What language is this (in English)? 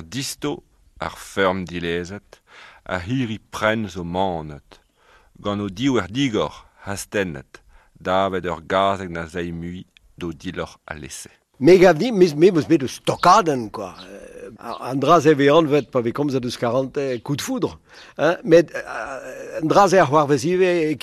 Breton